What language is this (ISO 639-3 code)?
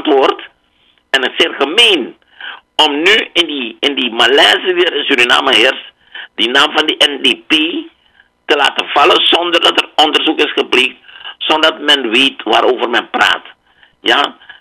nld